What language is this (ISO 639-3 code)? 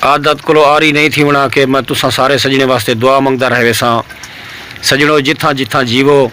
skr